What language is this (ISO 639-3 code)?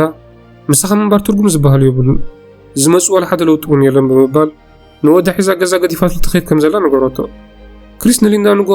tir